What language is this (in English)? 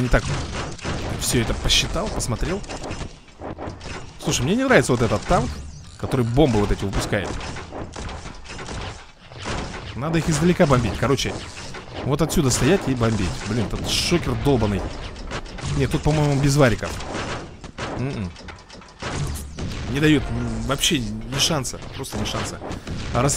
Russian